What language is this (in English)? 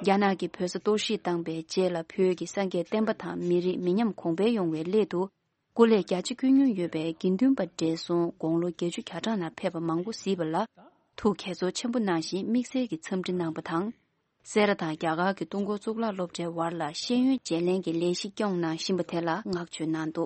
Tibetan